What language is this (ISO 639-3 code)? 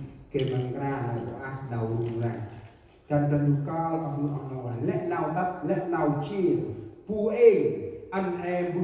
cmo